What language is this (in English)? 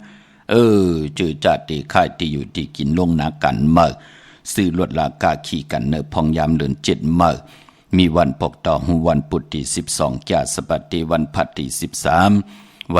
Shan